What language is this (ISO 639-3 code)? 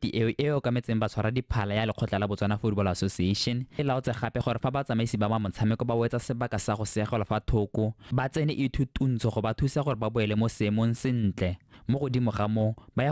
tsn